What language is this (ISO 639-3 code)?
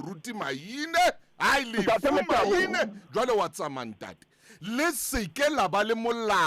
sot